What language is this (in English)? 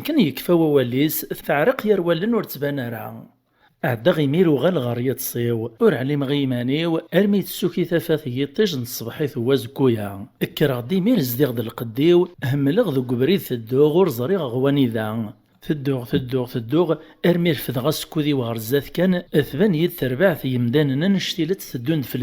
Kabyle